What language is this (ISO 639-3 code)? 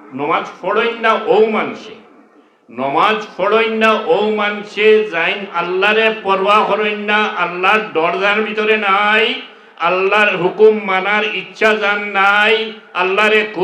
syl